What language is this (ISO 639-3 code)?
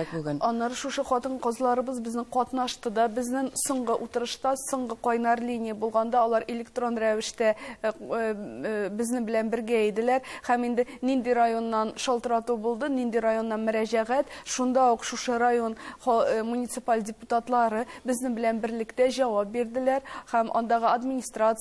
tat